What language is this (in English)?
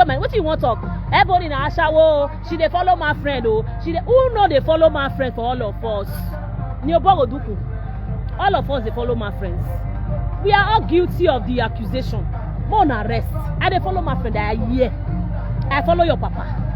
Nigerian Pidgin